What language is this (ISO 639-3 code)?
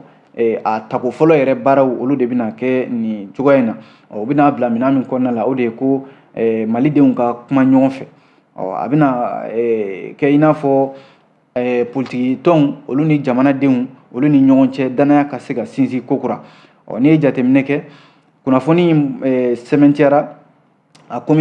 bam